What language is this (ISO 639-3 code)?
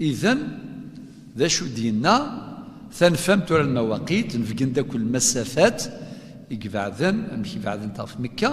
kab